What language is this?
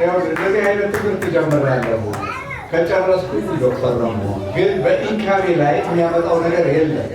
Amharic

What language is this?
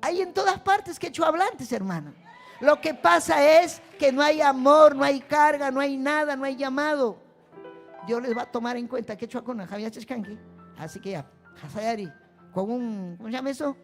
Ayacucho Quechua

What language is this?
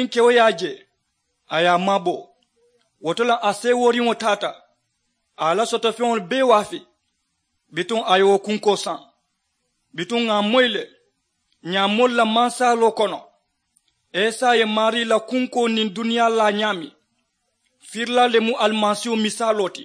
Mandingo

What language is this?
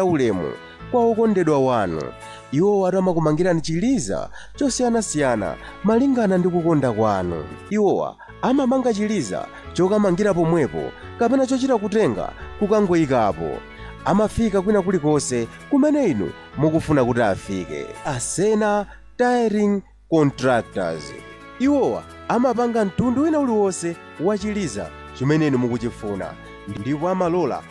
Nyanja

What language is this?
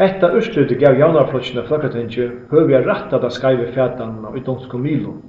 Faroese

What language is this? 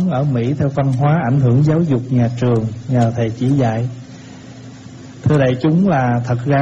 Vietnamese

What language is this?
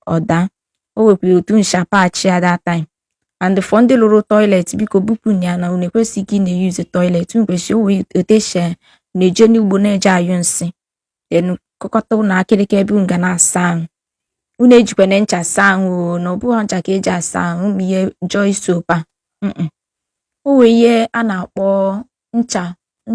Igbo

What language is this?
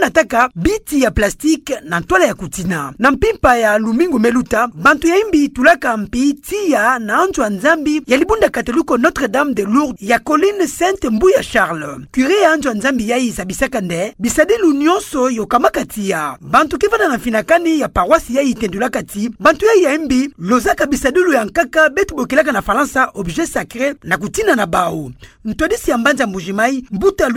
Kituba (Democratic Republic of Congo)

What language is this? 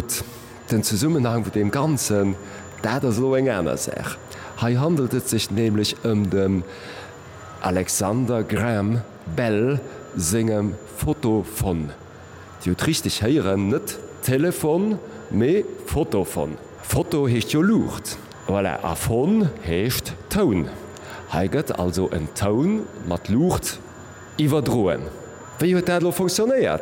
Luxembourgish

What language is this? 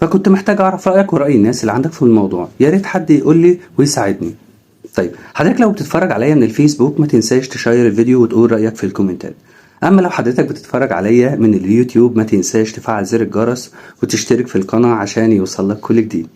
Egyptian Arabic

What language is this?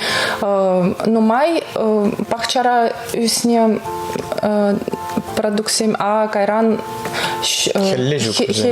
Chuvash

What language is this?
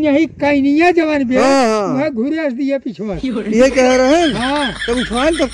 Awadhi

